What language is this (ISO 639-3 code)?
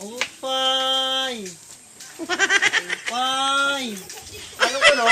war